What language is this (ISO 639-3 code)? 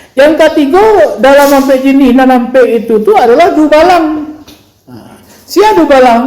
min